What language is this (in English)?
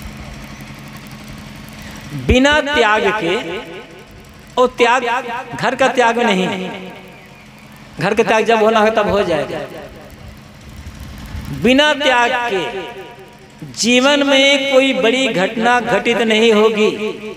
Hindi